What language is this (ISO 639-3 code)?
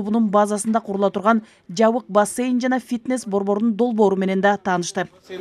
kir